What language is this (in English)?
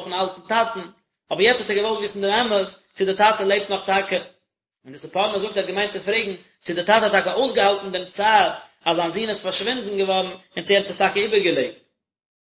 Yiddish